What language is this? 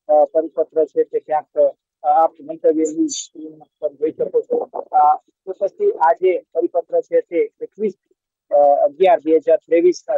Gujarati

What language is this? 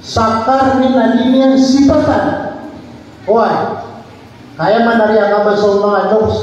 Maranao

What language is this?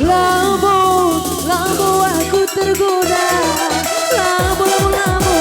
Batak Karo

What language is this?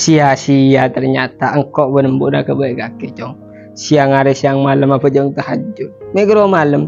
Madurese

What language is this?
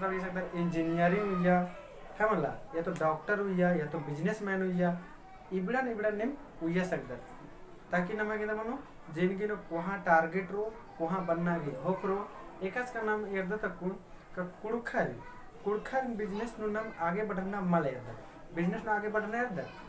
Kurukh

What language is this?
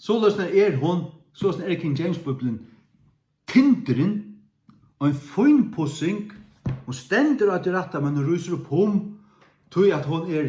Faroese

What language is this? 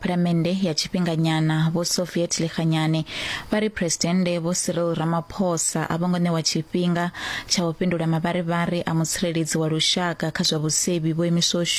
Venda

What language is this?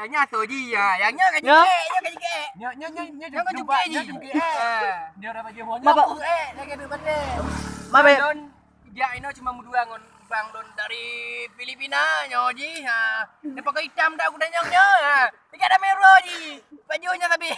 Achinese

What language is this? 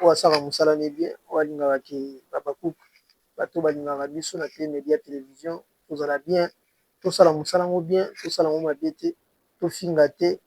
Lingala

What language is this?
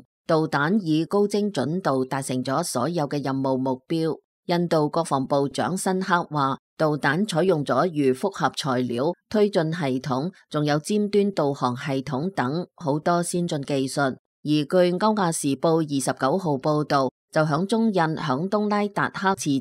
Cantonese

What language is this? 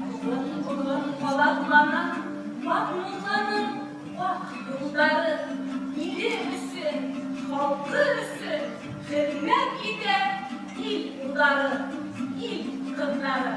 Bashkir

